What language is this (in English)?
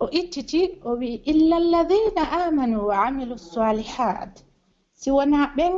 Pular